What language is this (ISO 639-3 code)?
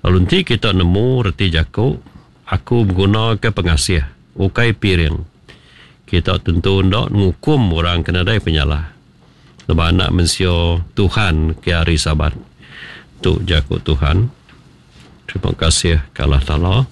iba